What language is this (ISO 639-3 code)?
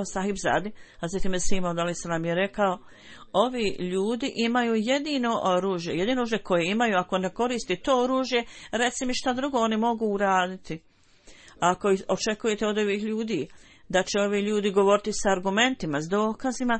bos